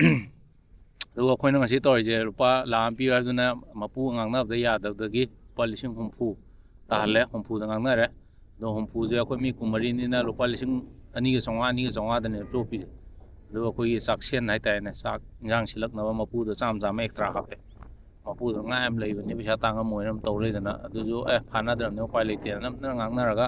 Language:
Manipuri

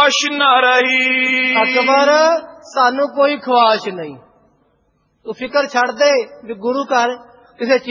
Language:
Punjabi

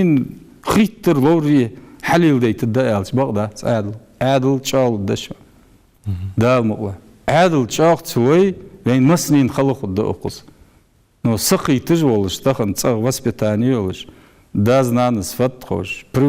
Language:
Ingush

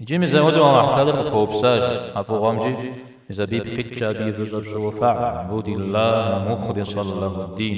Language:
Kabardian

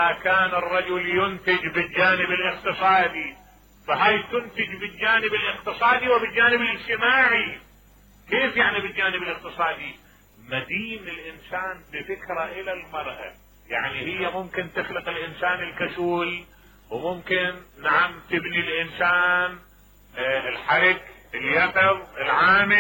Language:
Mesopotamian Arabic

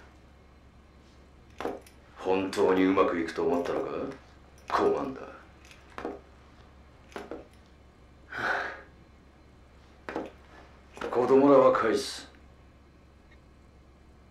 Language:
Japanese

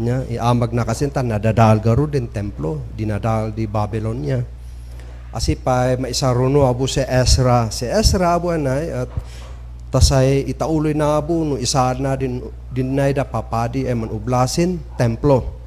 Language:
Kankanaey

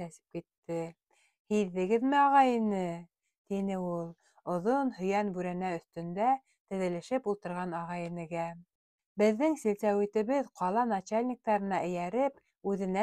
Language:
Bashkir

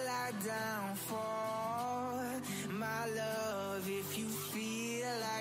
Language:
Luxembourgish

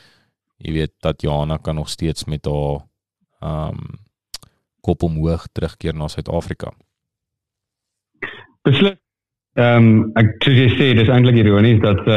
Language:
Afrikaans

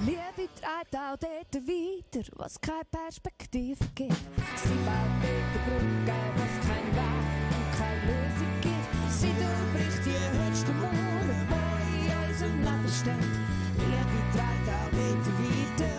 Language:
Swiss German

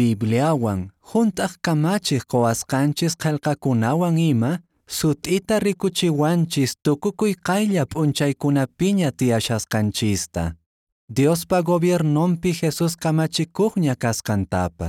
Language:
Quechua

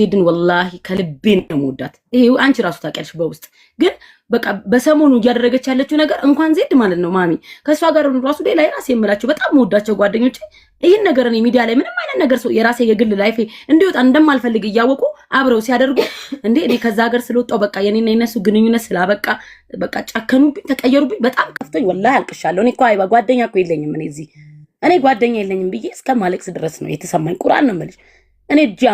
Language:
Amharic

